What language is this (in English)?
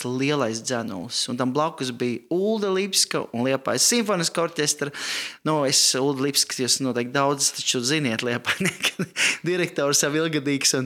Latvian